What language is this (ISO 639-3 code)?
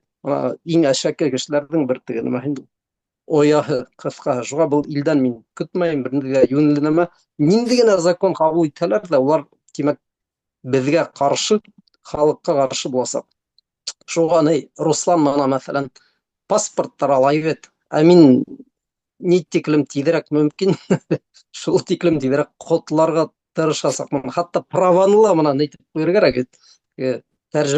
bak